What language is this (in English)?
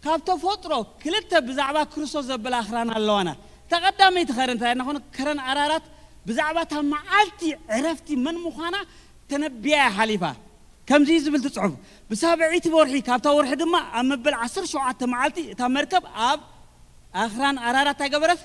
Tigrinya